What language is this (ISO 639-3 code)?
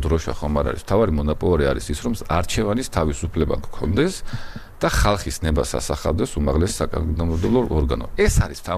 kat